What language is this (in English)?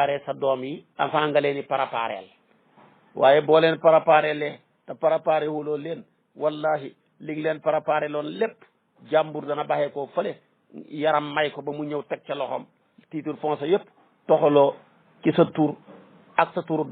Wolof